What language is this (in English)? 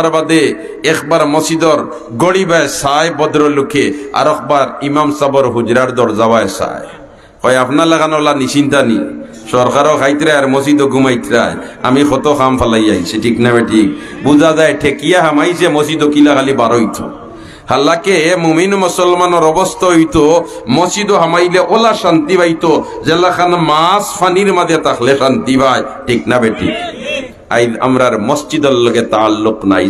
Sylheti